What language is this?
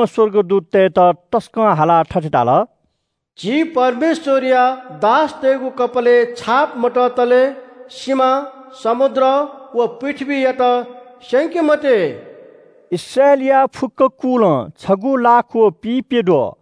Newari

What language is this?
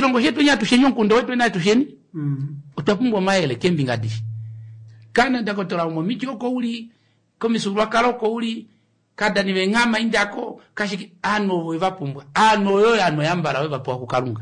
Kuanyama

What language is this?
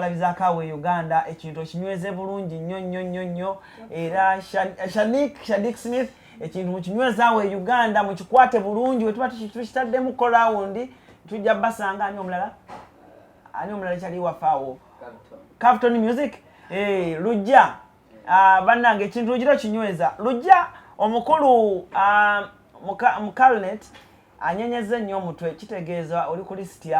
Ganda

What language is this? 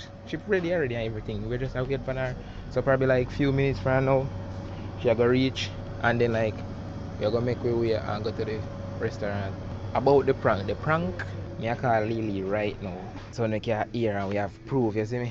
Jamaican Creole English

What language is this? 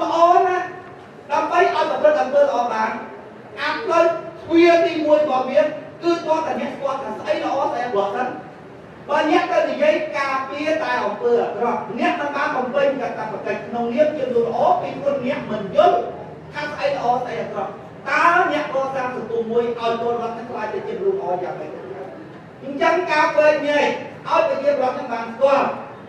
Khmer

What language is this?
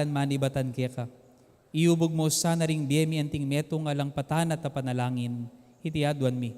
Pampanga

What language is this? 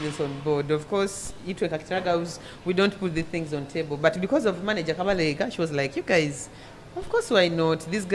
Nyoro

